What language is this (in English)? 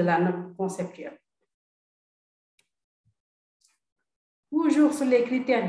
French